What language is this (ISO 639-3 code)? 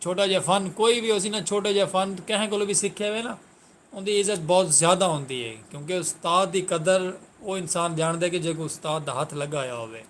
skr